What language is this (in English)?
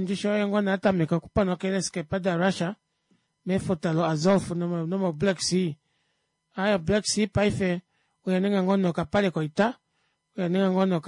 Kuanyama